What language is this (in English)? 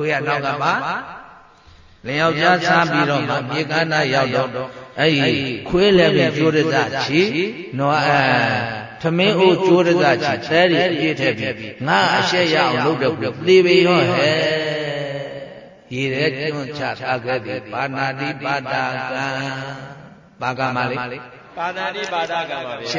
Burmese